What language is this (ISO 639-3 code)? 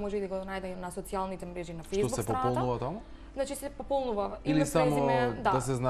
mkd